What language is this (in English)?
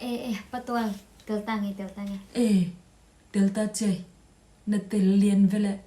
Tedim Chin